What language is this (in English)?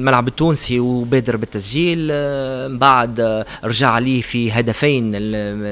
Tunisian Arabic